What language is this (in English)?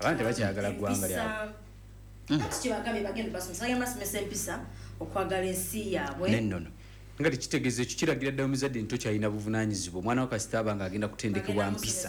Ganda